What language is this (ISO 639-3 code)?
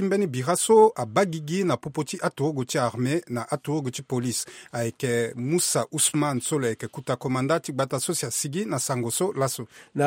sag